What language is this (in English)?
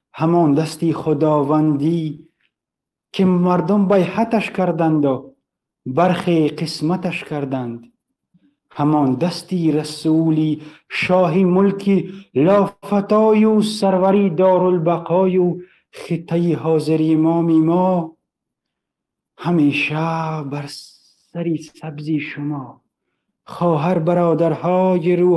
Persian